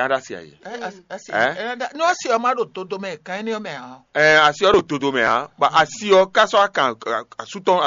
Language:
Fon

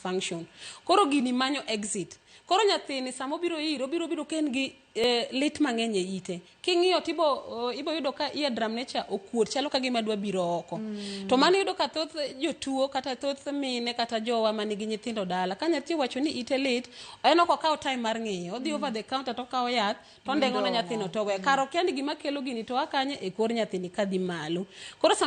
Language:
Luo (Kenya and Tanzania)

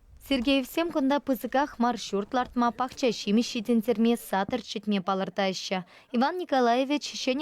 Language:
Chuvash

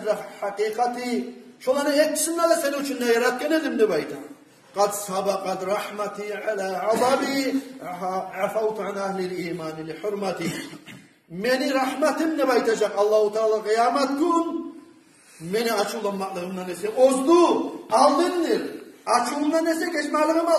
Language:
Kumyk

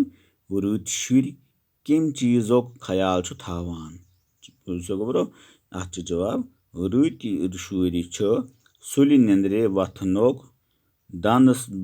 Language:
Kashmiri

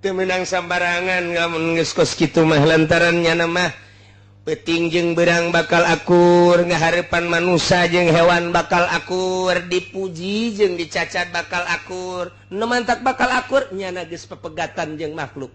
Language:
Sundanese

